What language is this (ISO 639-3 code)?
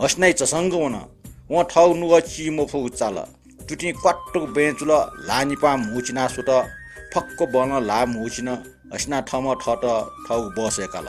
new